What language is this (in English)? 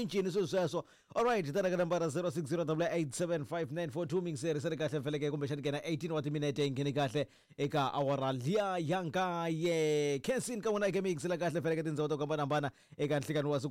Tsonga